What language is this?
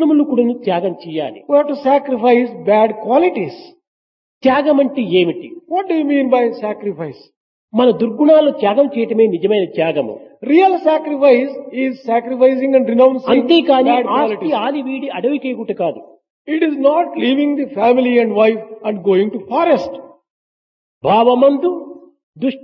Telugu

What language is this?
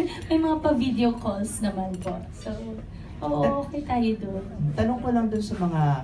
Filipino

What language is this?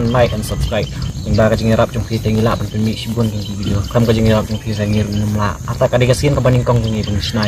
Khasi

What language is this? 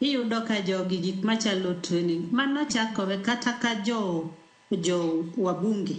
Luo (Kenya and Tanzania)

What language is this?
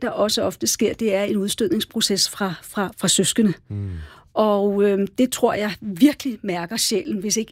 Danish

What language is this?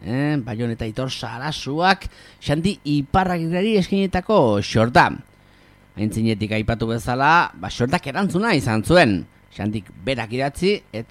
Basque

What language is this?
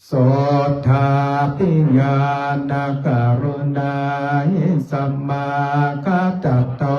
Pali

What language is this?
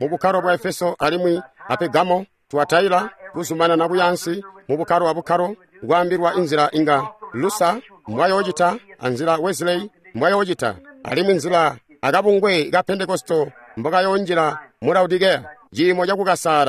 Tonga (Zambia)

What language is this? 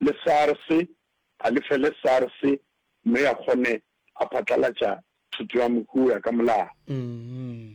Northern Sotho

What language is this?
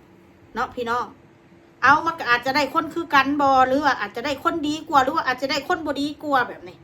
Northeastern Thai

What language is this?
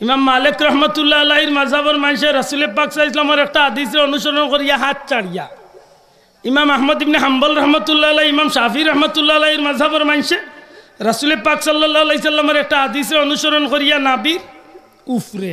Sylheti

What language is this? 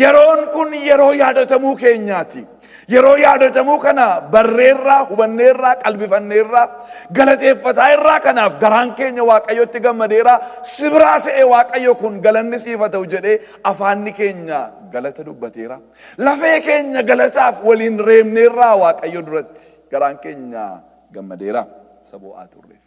Oromo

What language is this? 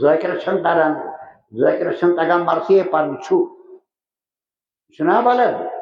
Kashmiri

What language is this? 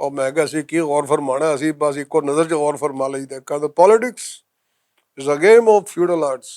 Western Panjabi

